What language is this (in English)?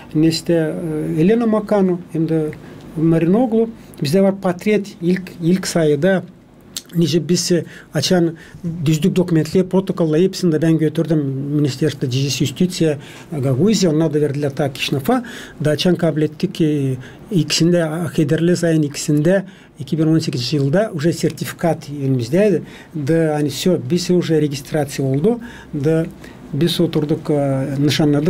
Gagauz